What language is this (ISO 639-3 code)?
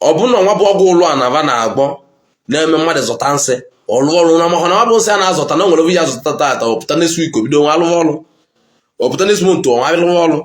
ibo